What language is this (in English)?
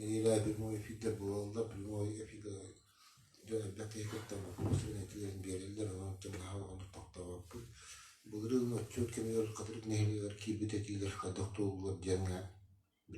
Yakut